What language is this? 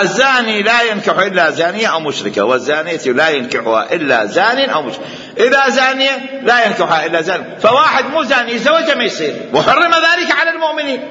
Mesopotamian Arabic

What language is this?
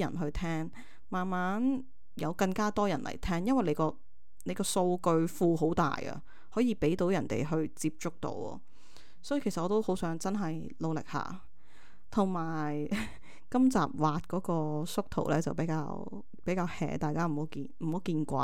Cantonese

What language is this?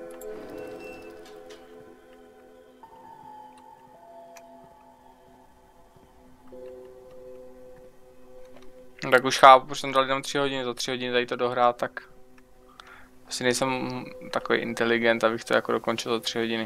Czech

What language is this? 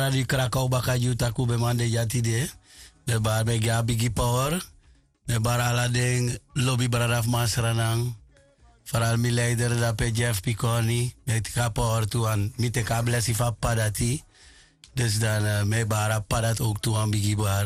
Sranan Tongo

